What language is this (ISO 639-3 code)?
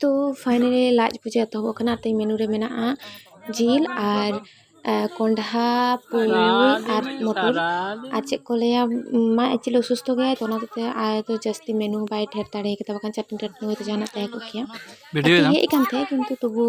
sat